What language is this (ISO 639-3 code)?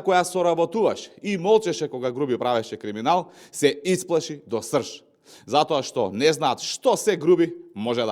mkd